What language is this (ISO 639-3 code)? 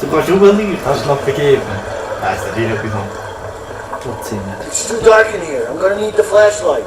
gsw